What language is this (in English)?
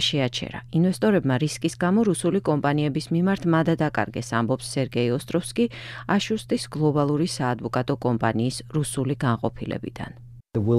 Georgian